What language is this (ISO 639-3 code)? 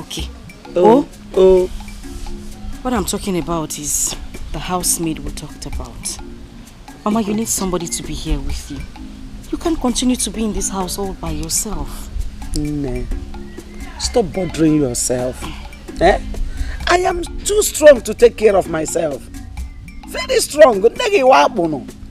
pcm